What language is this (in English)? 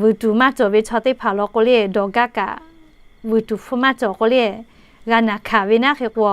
Lahu